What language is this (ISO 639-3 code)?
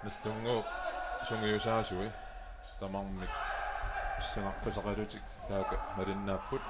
kal